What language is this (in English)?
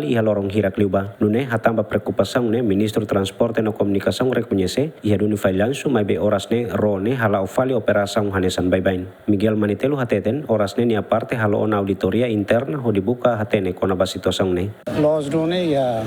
Tetum